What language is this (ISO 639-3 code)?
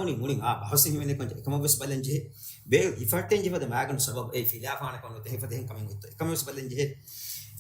div